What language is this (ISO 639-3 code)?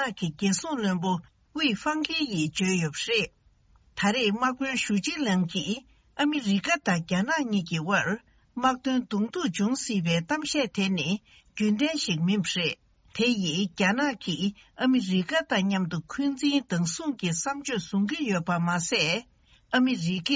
bod